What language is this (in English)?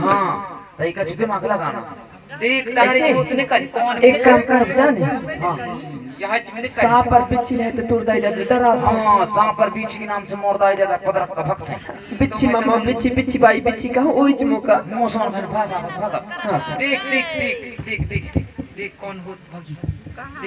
Chhattisgarhi